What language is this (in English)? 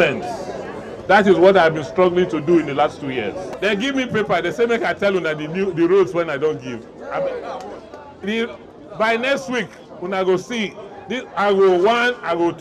Nigerian Pidgin